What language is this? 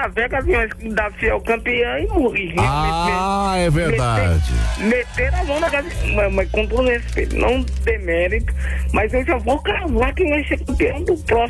Portuguese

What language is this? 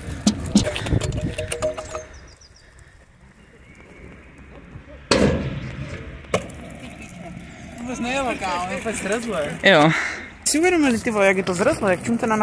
Czech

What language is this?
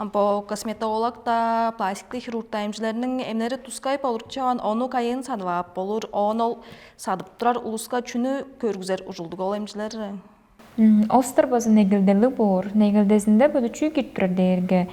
Tuvinian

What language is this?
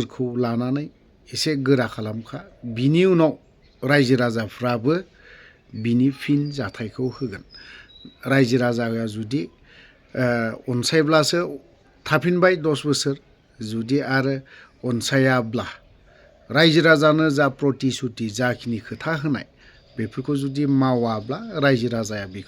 Bodo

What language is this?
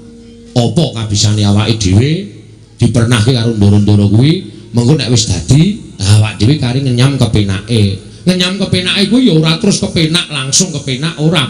Javanese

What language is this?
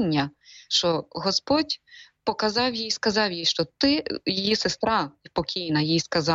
Ukrainian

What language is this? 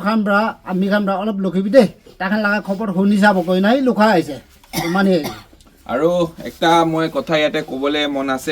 Naga Pidgin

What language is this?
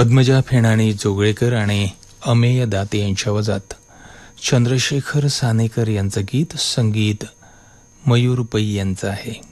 Marathi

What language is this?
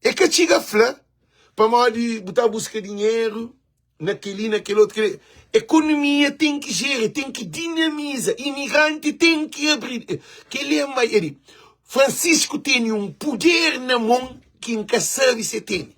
Kabuverdianu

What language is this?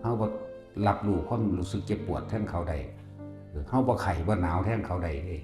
Northeastern Thai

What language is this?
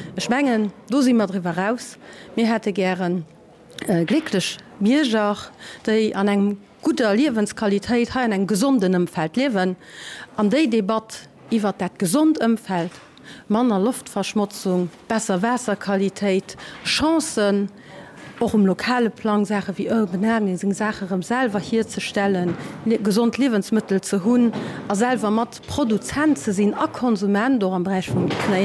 Luxembourgish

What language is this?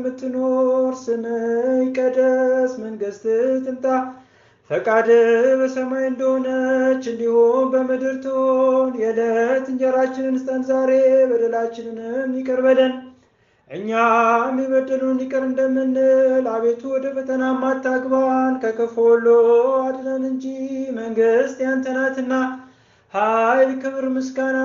Amharic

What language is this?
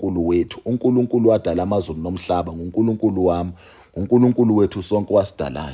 Zulu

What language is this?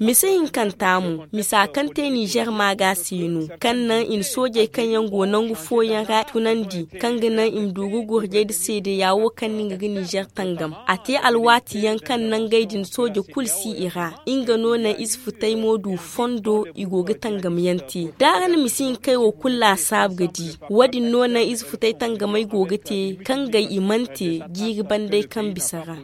Zarma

